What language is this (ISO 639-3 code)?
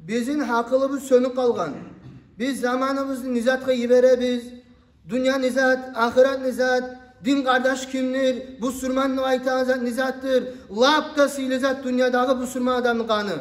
kum